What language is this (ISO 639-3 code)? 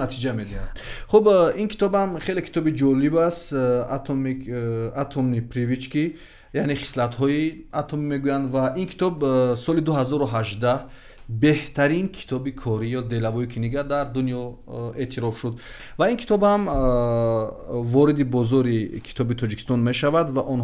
tgk